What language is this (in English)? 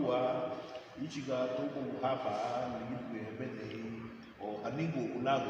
Garifuna